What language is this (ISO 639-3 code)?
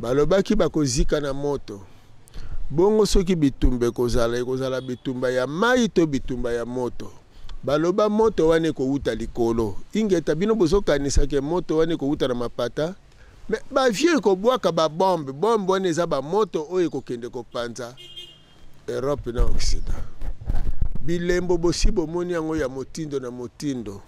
lin